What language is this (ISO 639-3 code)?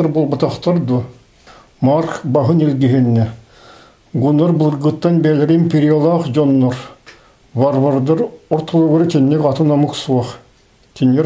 sah